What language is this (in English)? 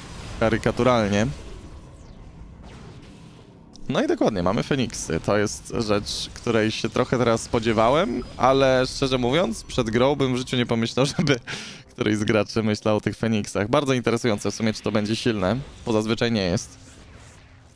Polish